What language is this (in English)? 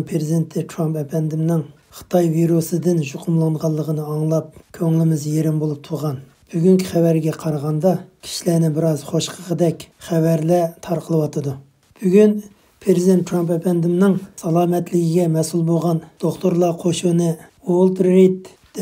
Uyghur